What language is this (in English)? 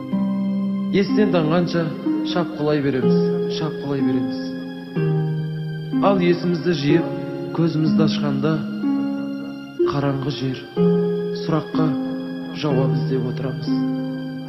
Kazakh